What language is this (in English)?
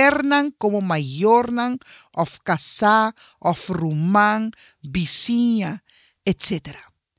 Papiamento